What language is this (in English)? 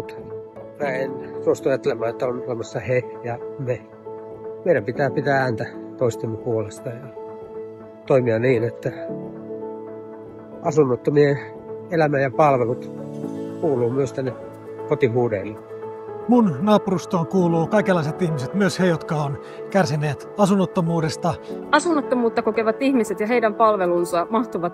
Finnish